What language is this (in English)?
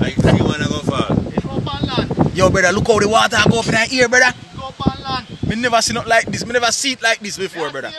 Jamaican Creole English